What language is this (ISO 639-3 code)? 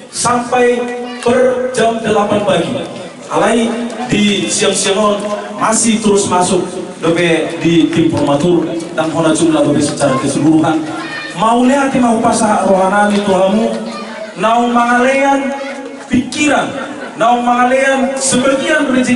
bbc